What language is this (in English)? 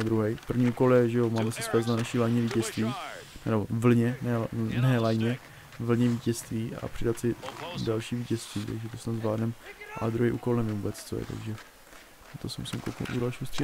Czech